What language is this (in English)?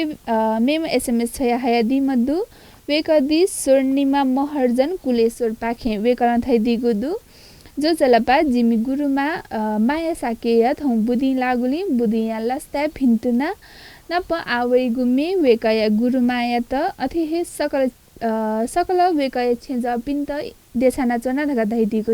Newari